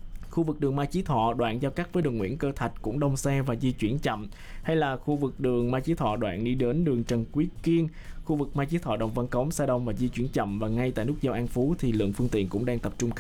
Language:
Vietnamese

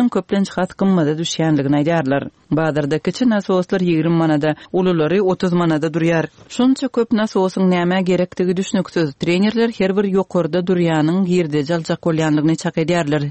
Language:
Turkmen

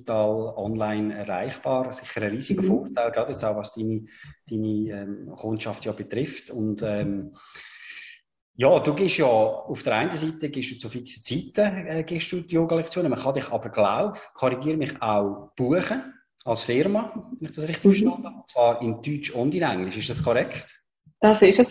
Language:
German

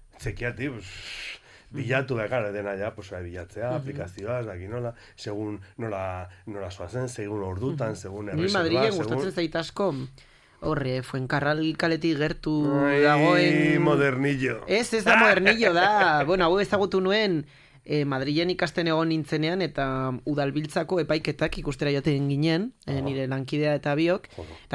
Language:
Basque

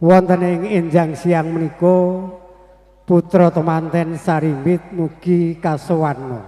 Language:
Javanese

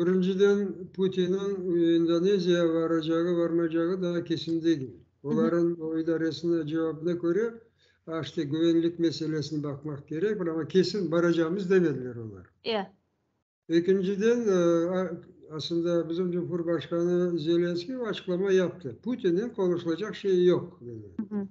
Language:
Crimean Tatar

